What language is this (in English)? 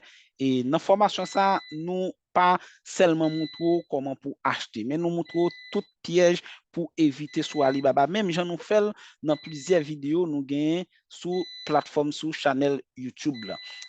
Haitian Creole